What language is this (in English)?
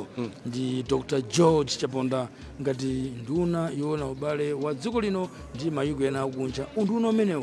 Nyanja